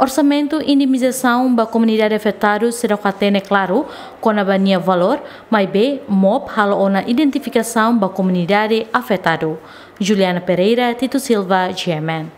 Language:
Tetum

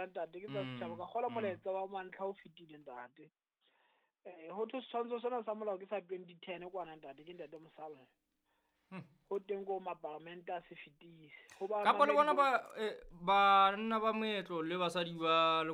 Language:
Southern Sotho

